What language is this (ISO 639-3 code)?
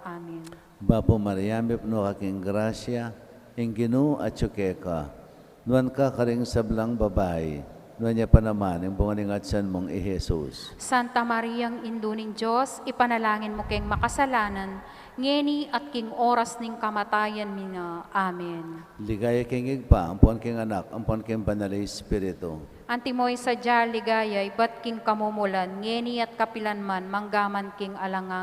pam